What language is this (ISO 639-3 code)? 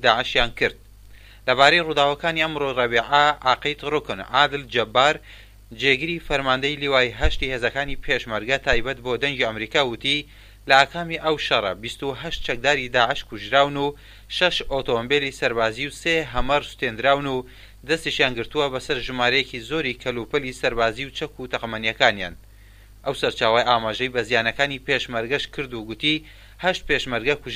ckb